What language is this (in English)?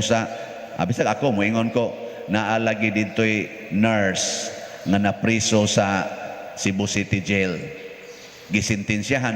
Cebuano